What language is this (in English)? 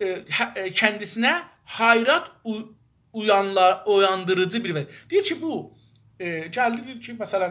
South Azerbaijani